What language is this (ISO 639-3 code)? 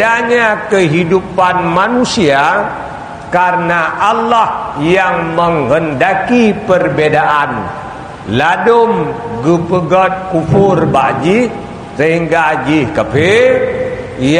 ace